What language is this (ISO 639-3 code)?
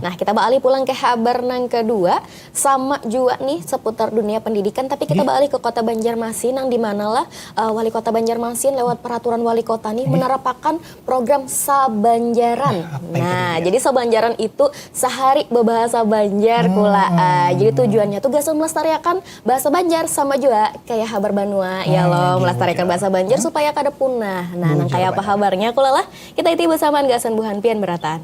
bjn